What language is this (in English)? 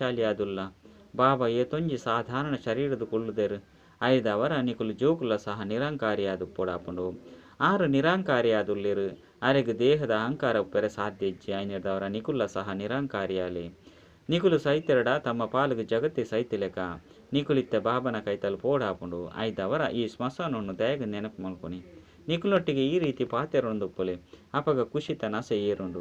Tulu